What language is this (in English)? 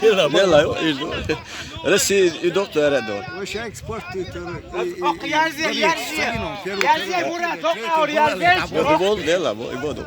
Chechen